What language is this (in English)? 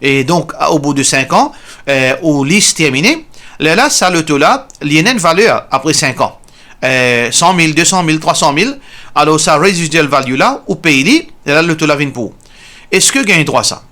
Morisyen